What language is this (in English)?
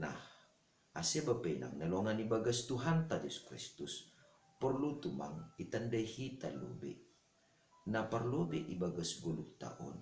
Batak Simalungun